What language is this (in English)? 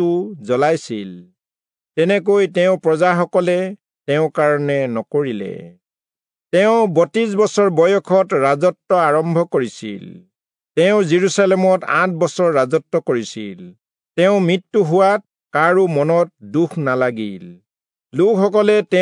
Assamese